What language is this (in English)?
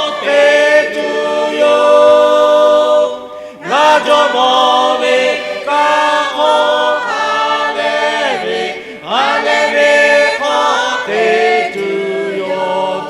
Lahu